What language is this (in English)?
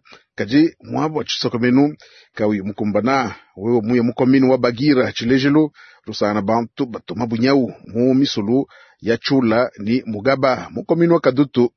Luba-Lulua